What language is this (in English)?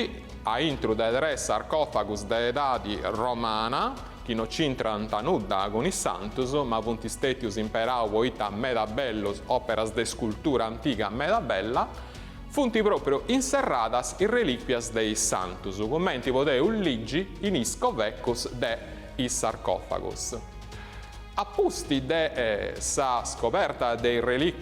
Sardinian